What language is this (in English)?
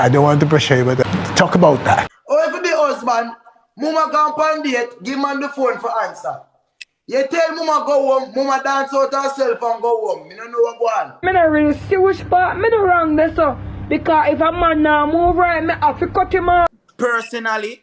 Jamaican Creole English